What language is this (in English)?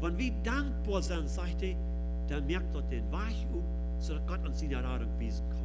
Plautdietsch